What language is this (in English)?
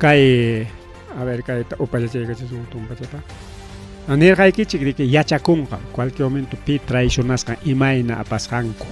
Ayacucho Quechua